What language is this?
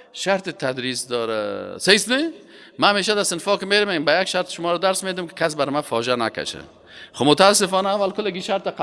Persian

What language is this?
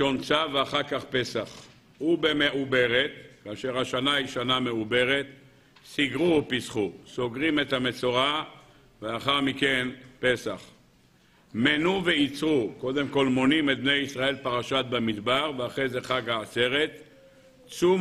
Hebrew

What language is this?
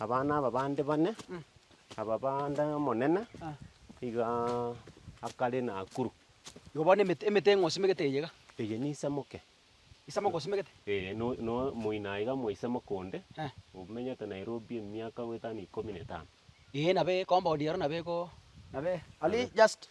Gusii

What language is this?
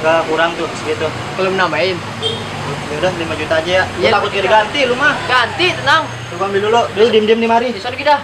Betawi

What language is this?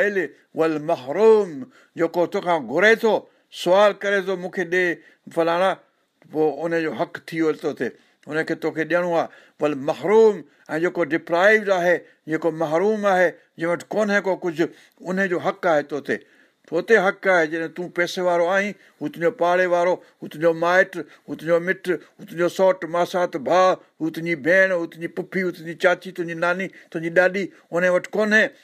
Sindhi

